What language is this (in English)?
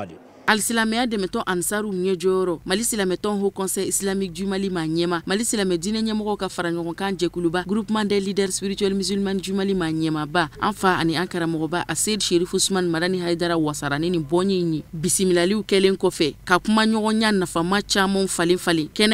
Bambara